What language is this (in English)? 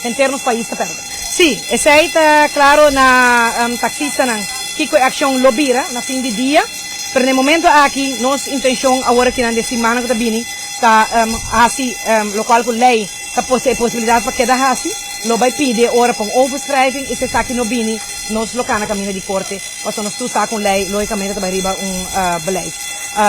Papiamento